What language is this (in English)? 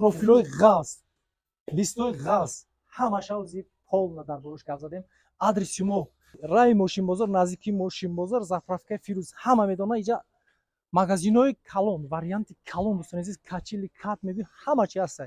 Tajik